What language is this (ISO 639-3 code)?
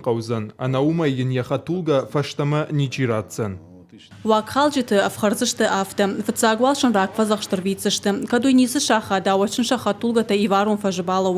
oss